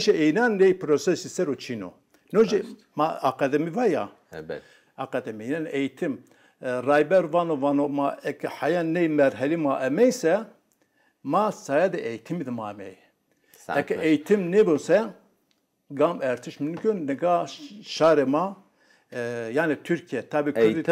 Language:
Zaza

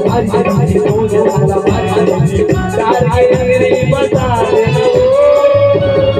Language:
Chhattisgarhi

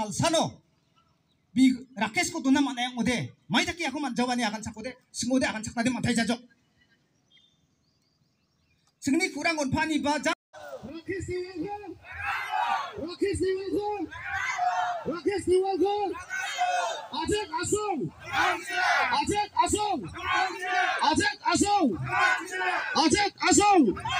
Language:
Garo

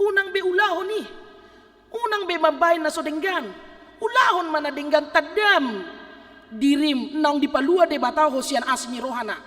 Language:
Batak Toba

